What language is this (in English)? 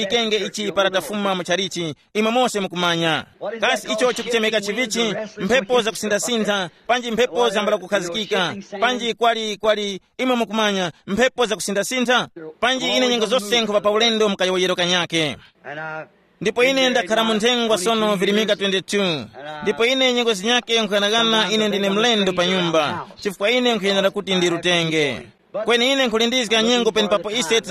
Tumbuka